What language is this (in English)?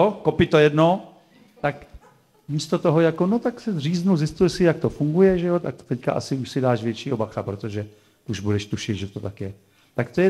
Czech